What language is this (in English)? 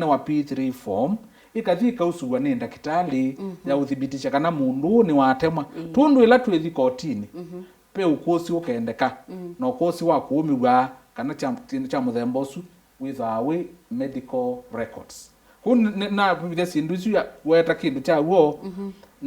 Kamba